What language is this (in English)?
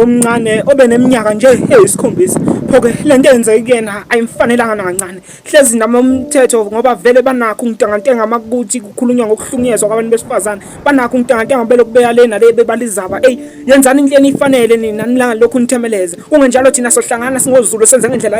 Zulu